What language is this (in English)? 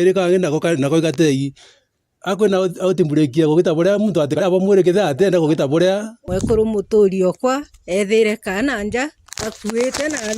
Meru